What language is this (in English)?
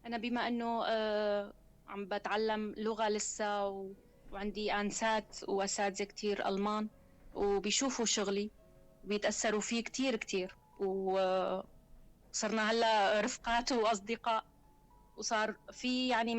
North Levantine Arabic